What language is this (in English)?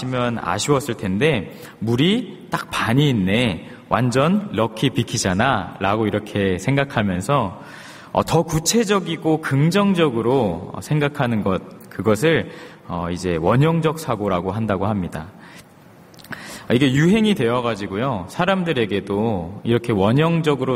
Korean